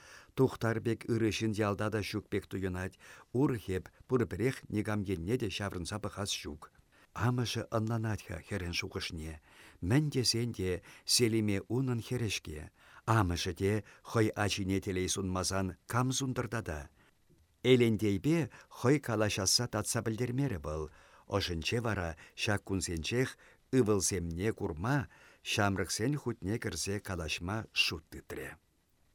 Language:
Chuvash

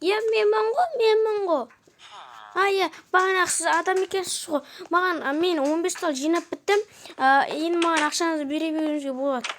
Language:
Kazakh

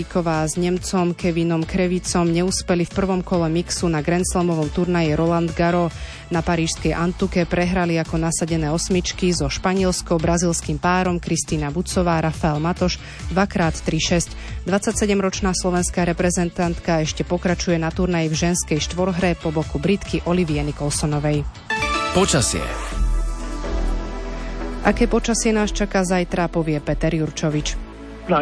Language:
Slovak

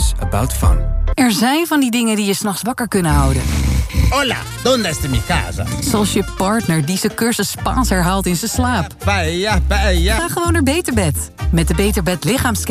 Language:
Dutch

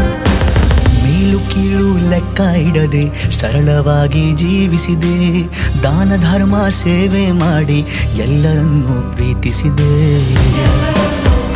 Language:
Kannada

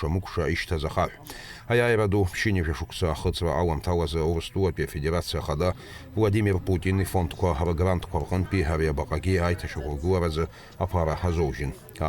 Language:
Abkhazian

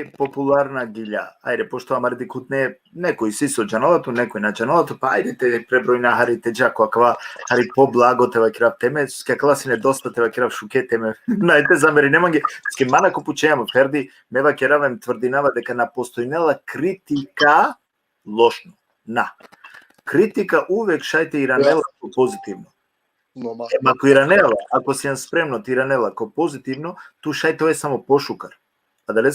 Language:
Balkan Romani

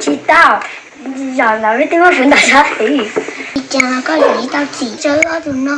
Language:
Hmong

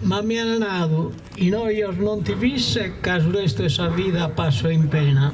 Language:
Sardinian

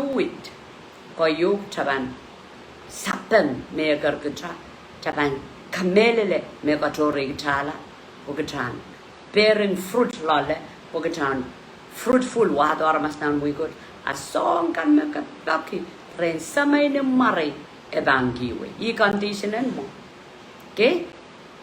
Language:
Pohnpeian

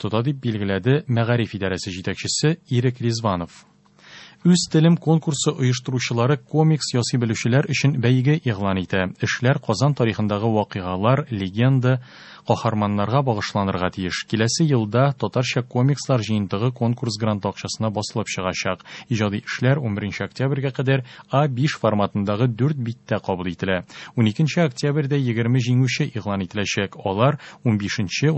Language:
Tatar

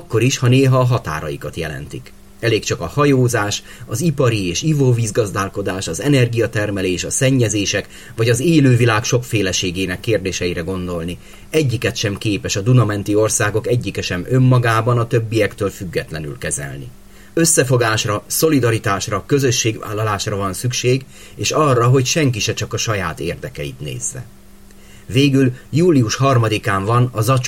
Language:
Hungarian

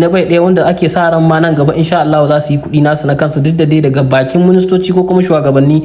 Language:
Hausa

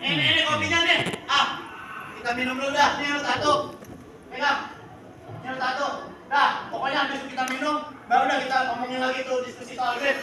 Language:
Betawi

